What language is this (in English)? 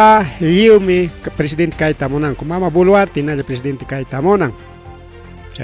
Ayacucho Quechua